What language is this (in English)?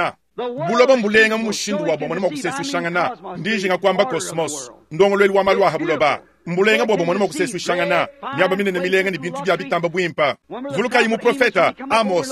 Luba-Lulua